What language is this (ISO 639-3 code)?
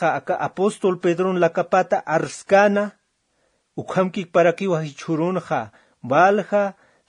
aym